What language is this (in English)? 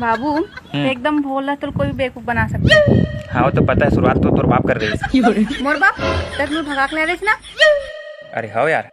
Chhattisgarhi